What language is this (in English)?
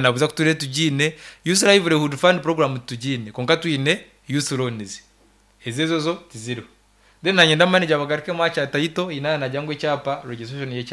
Nyankole